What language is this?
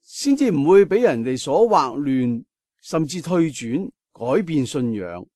Cantonese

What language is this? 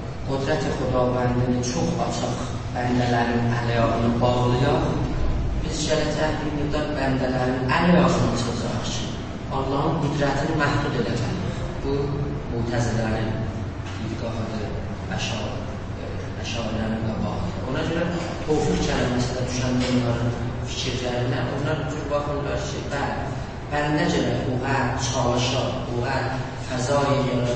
South Azerbaijani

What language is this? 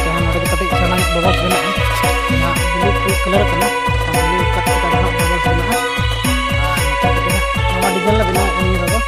Santali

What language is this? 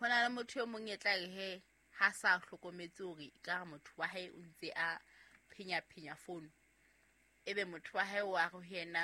Southern Sotho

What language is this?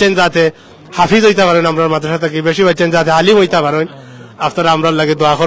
Sylheti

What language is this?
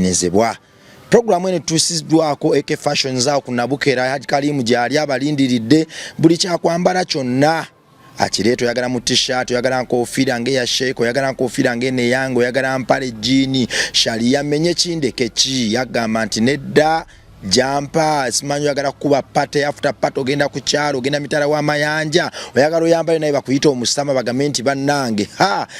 Ganda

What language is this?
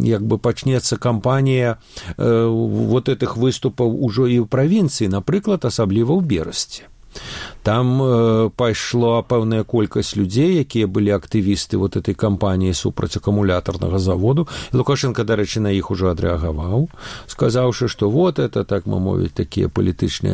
Belarusian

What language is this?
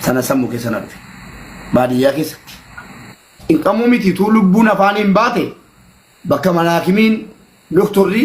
Oromo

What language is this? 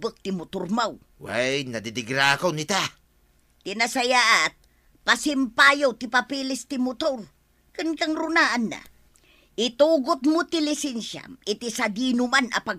Iloko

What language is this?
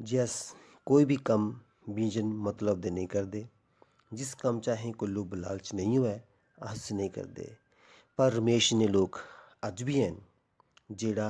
Dogri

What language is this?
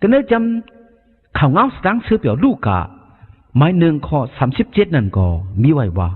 Shan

